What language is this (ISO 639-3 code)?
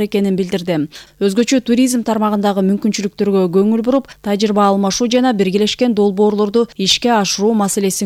kir